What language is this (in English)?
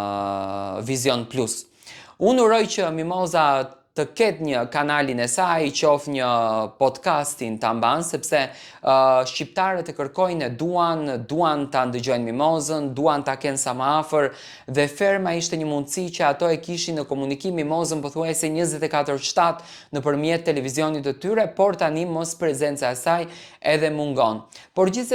Albanian